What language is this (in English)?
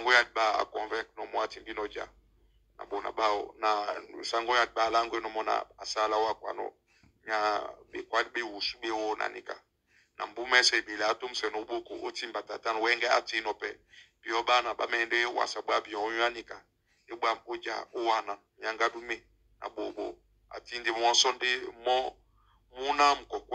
Duala